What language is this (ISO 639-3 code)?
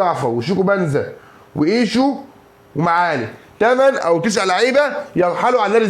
arz